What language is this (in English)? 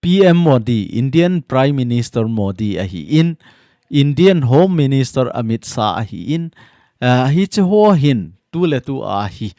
Thado Chin